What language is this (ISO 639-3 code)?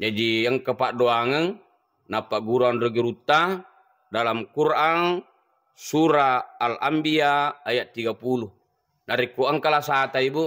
bug